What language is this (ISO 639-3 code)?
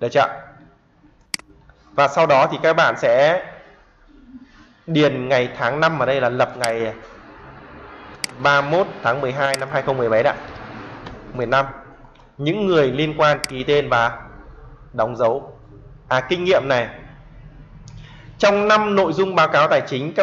vie